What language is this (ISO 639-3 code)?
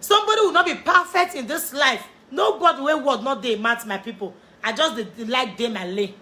pcm